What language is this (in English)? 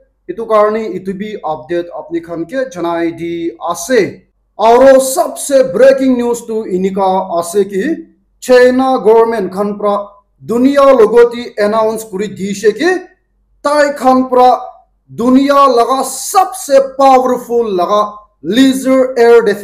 Naga Pidgin